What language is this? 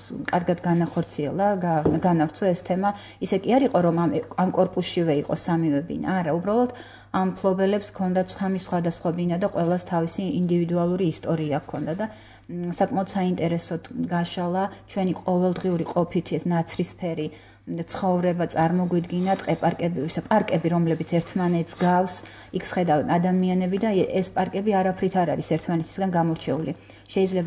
Georgian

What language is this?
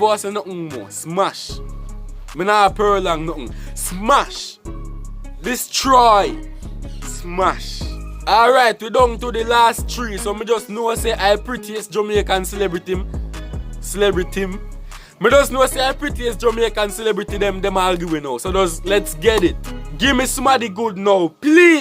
Jamaican Creole English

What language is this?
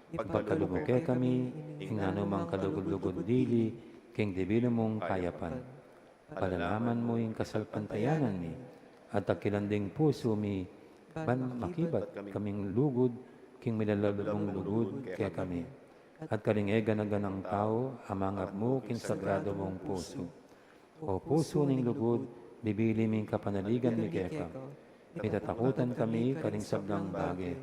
Pampanga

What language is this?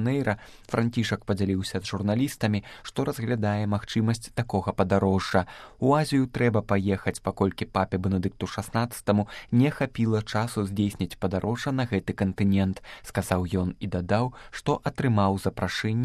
Belarusian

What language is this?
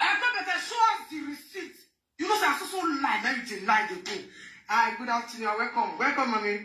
Nigerian Pidgin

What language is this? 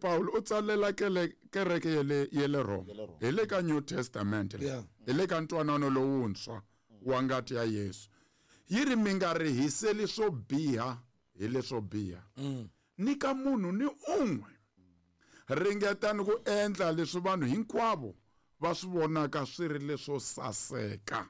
Tsonga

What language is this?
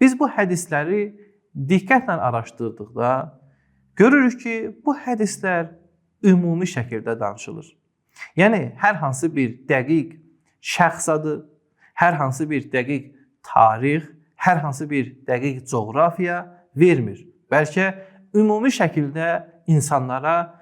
Azerbaijani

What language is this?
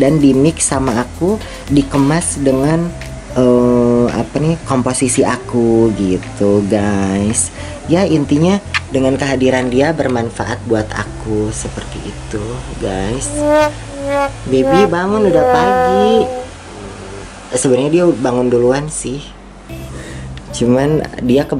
Indonesian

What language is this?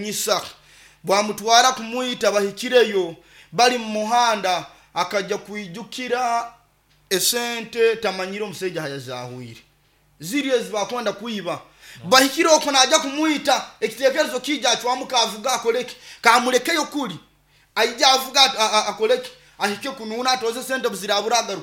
Nyoro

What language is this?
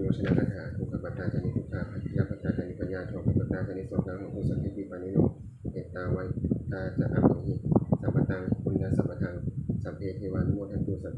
Pali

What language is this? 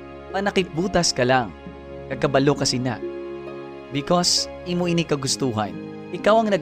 Hiligaynon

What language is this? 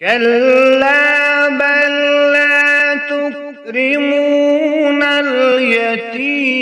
Kashmiri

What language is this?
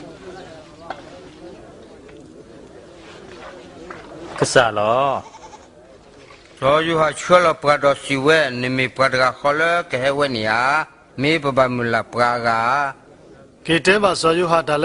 S'gaw Karen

